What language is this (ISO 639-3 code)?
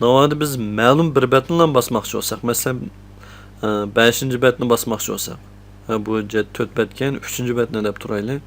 uig